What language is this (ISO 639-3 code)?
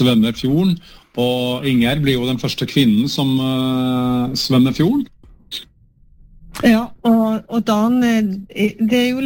nor